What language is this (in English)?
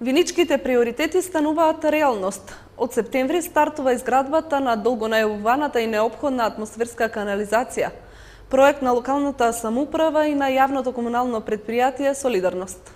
Macedonian